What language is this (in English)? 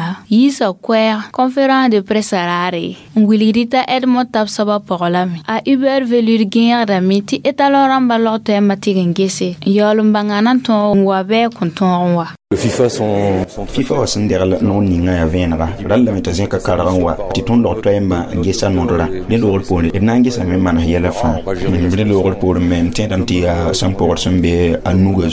Mossi